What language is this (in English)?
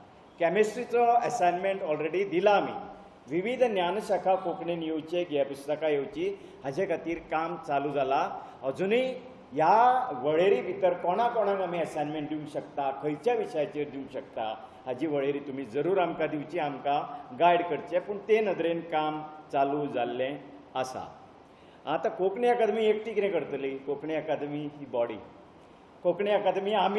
Konkani